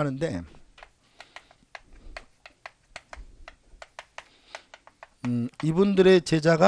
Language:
Korean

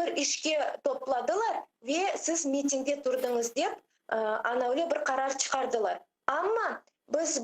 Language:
Crimean Tatar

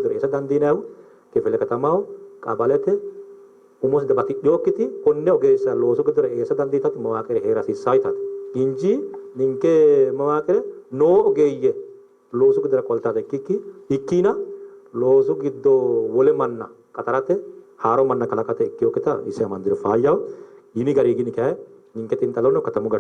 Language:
Sidamo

